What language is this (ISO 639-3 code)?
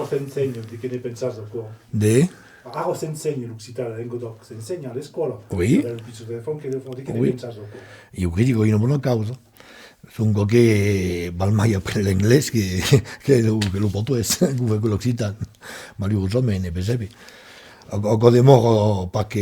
oci